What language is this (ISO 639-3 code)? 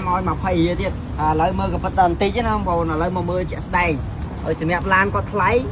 khm